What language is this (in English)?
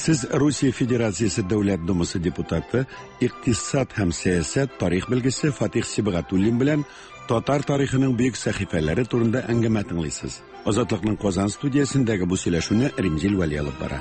Tatar